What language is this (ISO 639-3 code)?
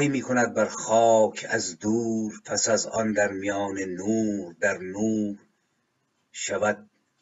fas